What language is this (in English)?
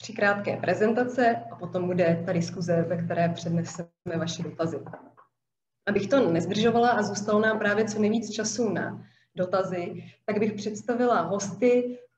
Czech